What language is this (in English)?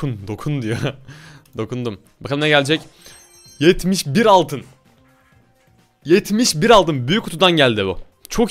Turkish